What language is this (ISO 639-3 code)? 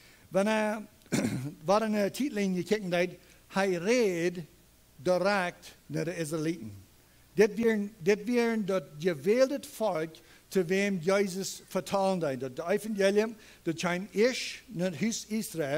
pdt